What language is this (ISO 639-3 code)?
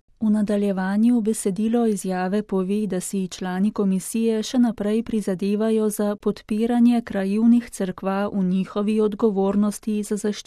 slv